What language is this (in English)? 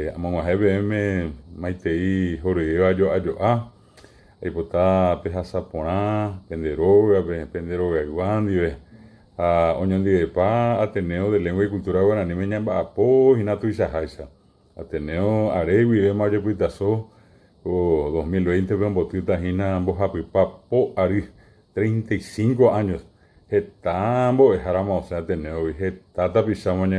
Guarani